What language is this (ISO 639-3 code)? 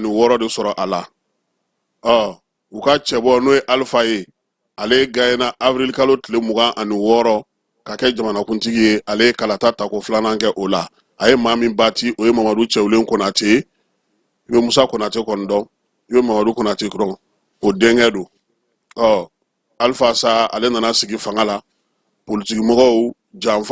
bam